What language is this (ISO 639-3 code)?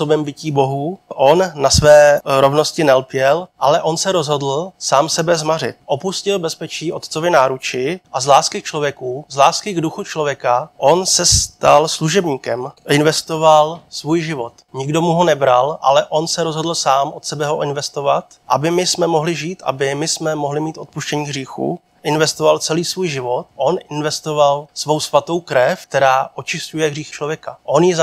ces